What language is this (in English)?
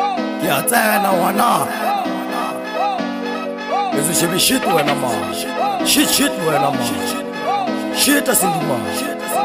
Swahili